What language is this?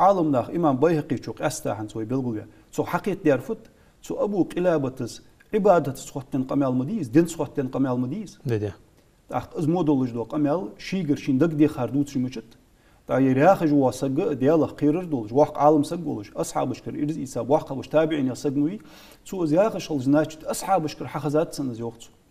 Ingush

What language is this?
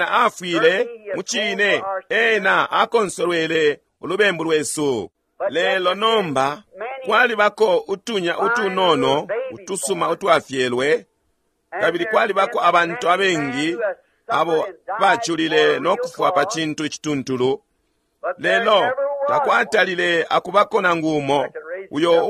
Bemba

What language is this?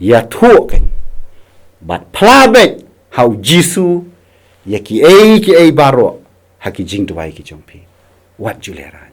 Khasi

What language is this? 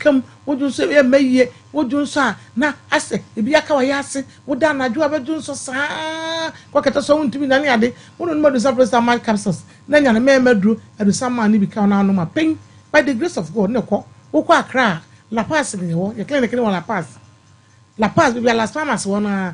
Akan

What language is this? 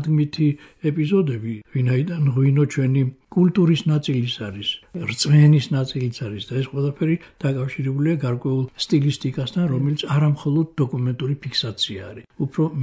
Georgian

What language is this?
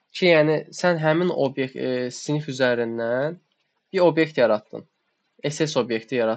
Azerbaijani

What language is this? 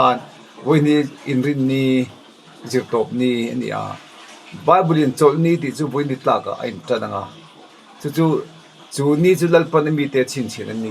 Mizo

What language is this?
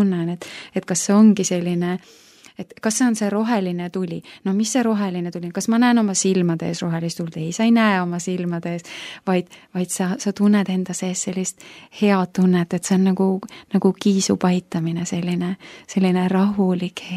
Estonian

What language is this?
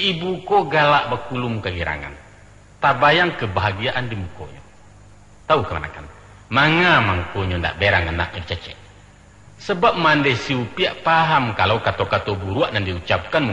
Minangkabau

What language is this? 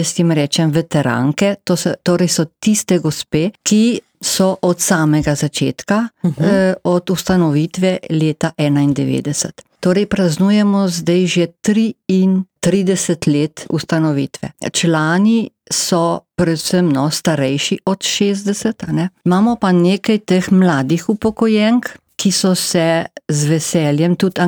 Slovenian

